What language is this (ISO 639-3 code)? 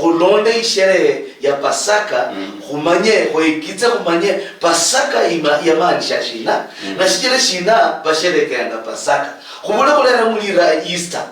luy